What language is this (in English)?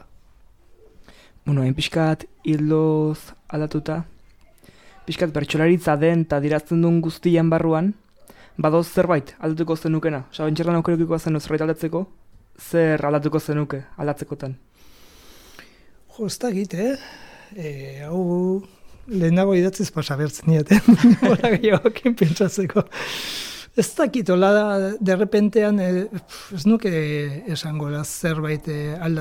Basque